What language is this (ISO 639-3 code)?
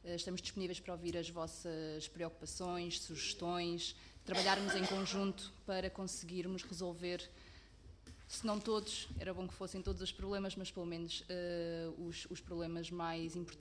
por